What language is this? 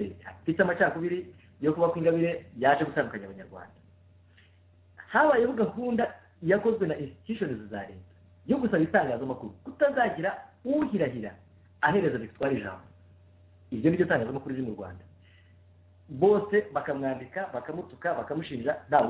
Kinyarwanda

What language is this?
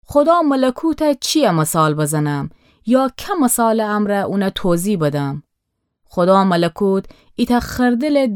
Gilaki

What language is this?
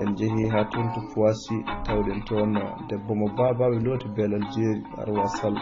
Fula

